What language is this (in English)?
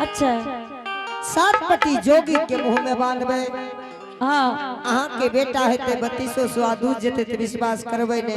Angika